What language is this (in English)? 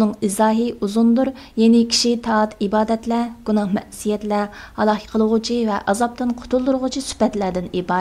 Uyghur